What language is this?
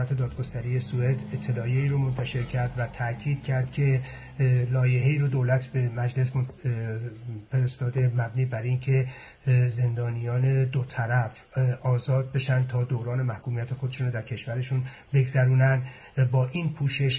Persian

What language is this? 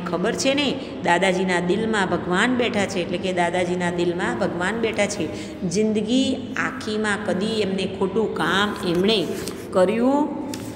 Gujarati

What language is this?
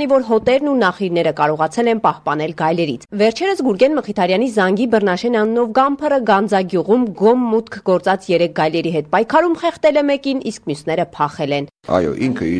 Armenian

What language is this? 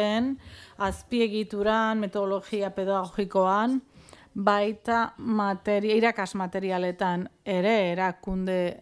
Basque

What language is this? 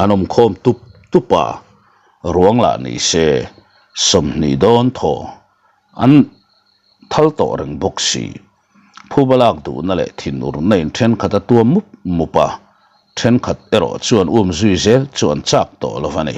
Mizo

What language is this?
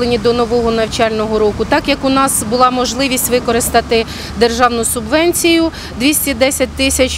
Ukrainian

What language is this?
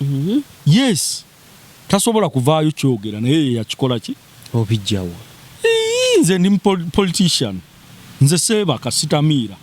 Ganda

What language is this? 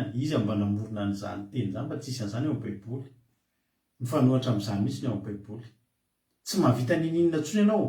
Malagasy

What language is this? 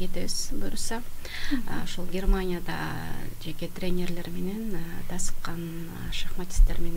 Kyrgyz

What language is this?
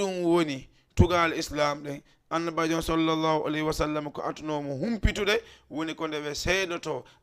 Fula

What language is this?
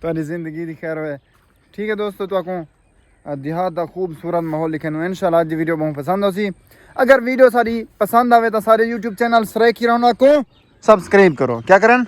Saraiki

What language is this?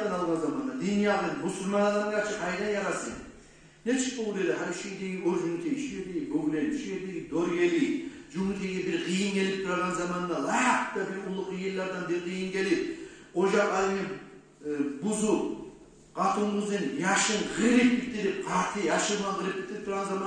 Kumyk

